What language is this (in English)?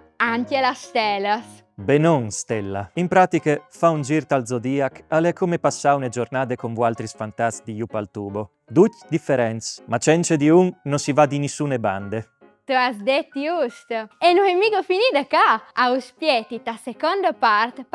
Friulian